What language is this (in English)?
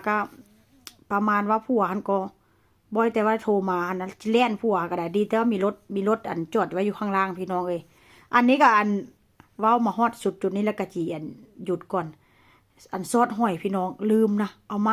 Northeastern Thai